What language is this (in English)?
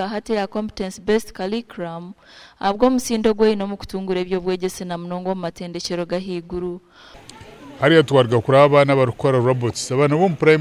Nyankole